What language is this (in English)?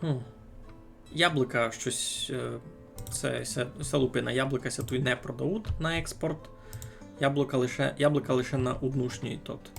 Rusyn